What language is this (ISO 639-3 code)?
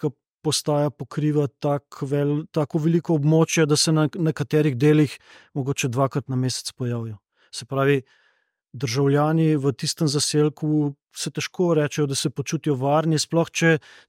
slv